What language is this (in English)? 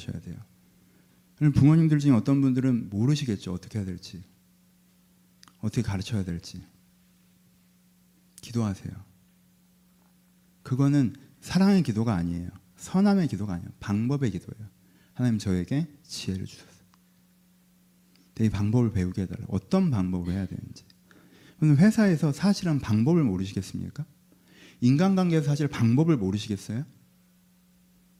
Korean